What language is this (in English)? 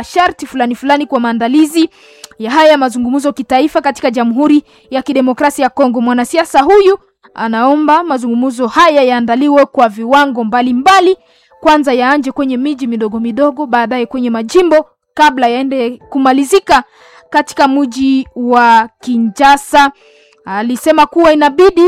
Swahili